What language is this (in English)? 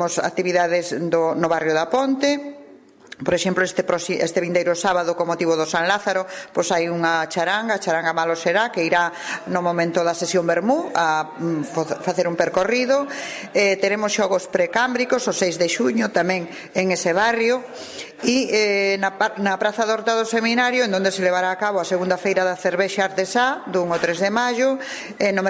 Galician